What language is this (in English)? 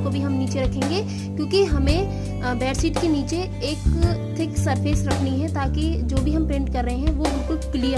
Hindi